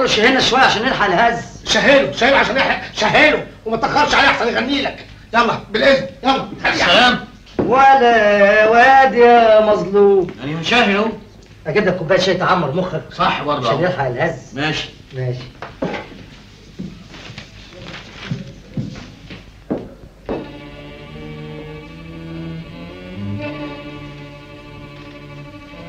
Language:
Egyptian Arabic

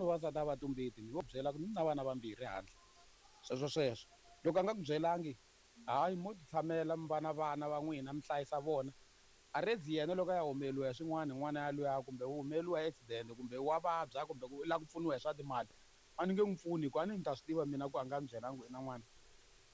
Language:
Tsonga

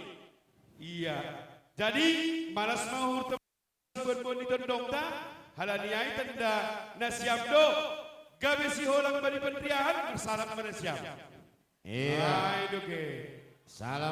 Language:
Batak Simalungun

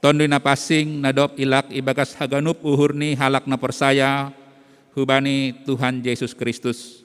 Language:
Batak Simalungun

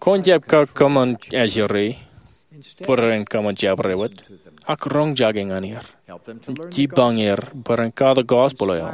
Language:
Marshallese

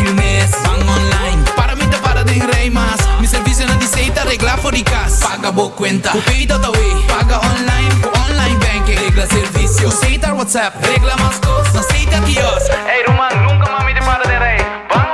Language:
Papiamento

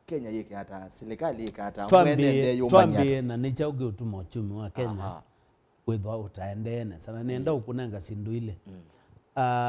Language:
Kamba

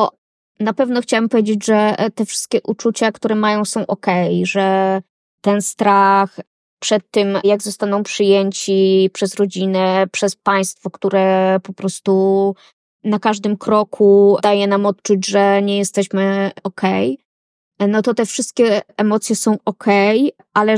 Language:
Polish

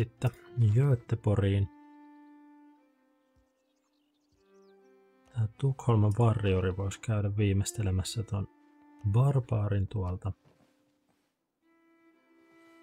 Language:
Finnish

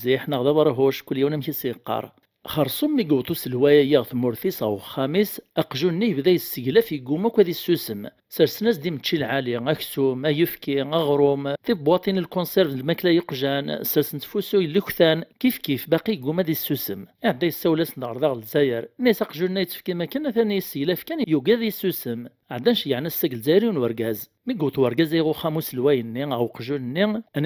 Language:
Kabyle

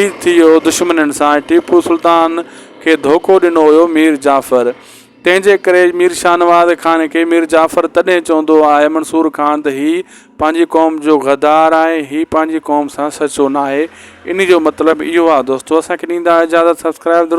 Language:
Sindhi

